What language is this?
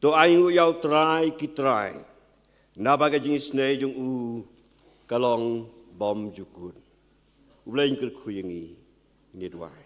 Khasi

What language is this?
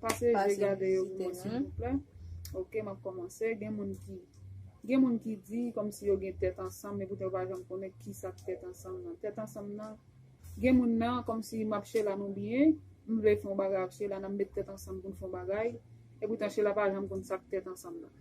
Haitian Creole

